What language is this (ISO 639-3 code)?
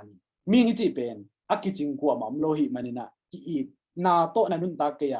ctd